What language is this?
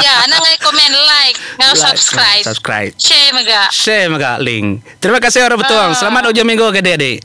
Iban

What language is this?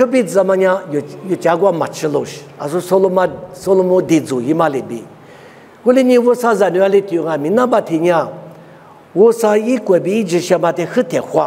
Lisu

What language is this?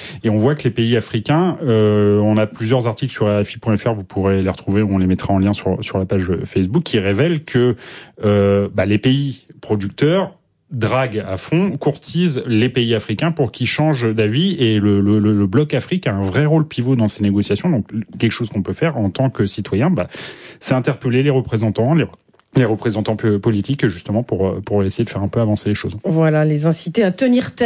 French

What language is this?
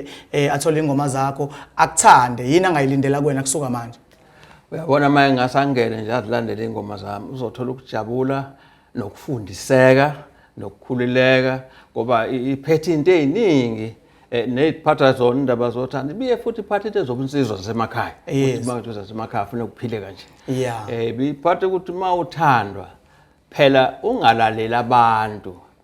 Zulu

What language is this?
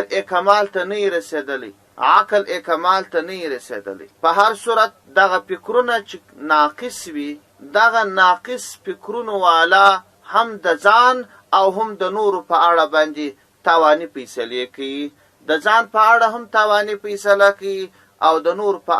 Pashto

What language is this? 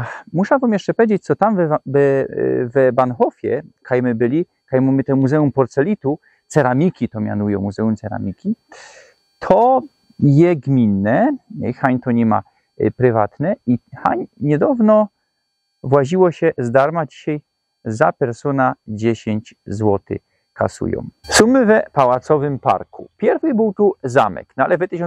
Silesian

